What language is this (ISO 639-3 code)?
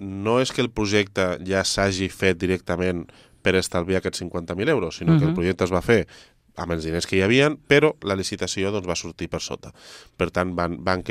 cat